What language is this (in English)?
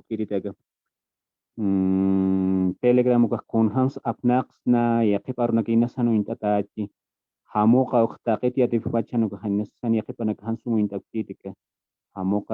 Aymara